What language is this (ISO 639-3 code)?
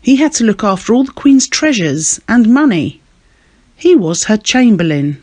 eng